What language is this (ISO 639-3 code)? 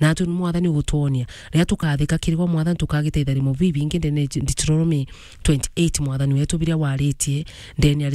mer